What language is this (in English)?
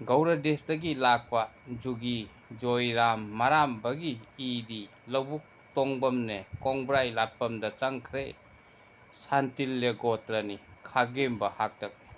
Manipuri